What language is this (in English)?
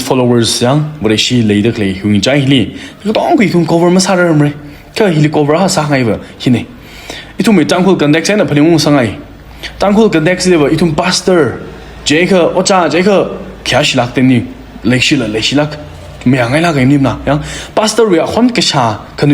Tangkhul Naga (India)